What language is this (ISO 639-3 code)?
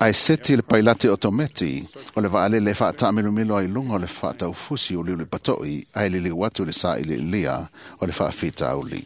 smo